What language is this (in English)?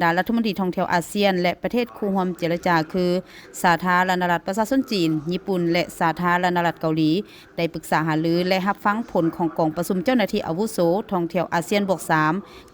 Lao